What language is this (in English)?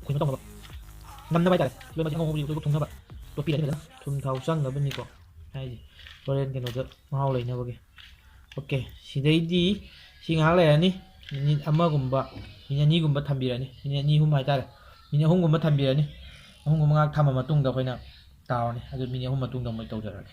Manipuri